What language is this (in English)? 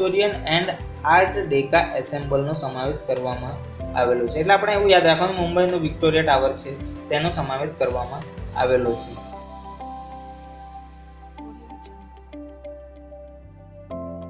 Gujarati